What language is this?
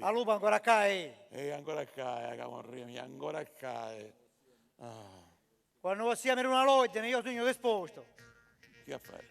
Sicilian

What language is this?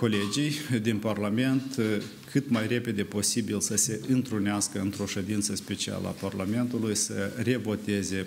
Romanian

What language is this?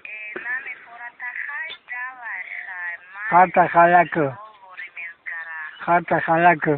Tajik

